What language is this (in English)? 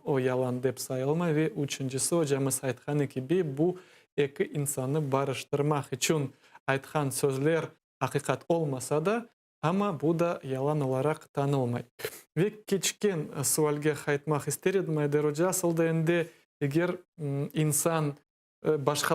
Crimean Tatar